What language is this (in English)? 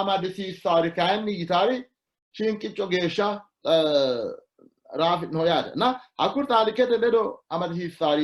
Sidamo